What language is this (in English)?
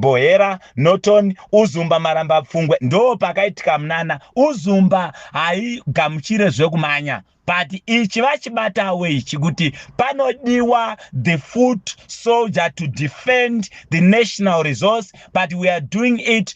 Shona